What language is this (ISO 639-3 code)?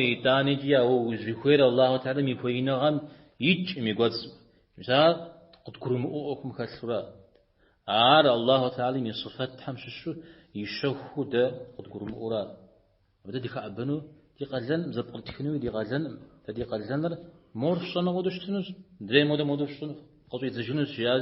kbd